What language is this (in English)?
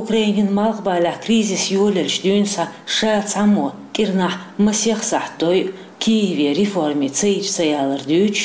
Chechen